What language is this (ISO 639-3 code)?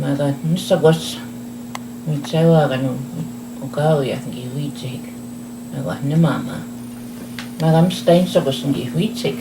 crk